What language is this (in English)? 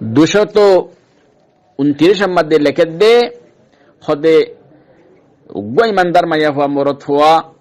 Rohingya